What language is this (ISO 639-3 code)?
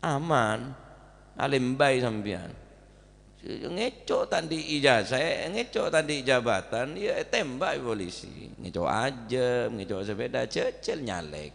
mad